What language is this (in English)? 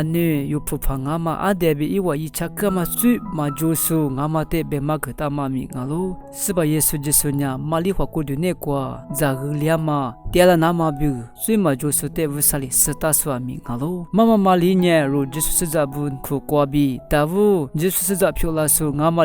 Lisu